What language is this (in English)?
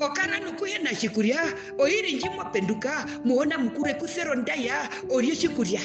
Herero